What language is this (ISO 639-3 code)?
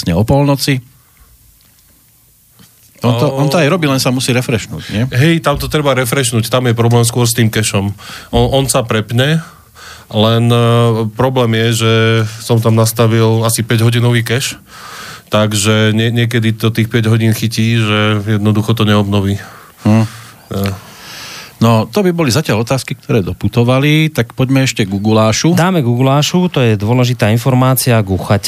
slk